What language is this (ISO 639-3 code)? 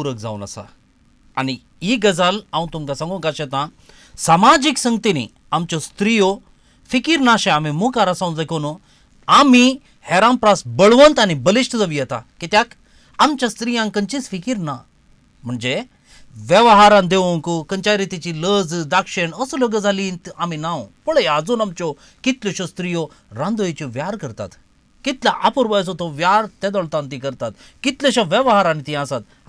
kok